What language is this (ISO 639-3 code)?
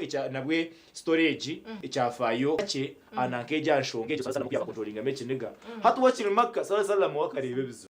nyn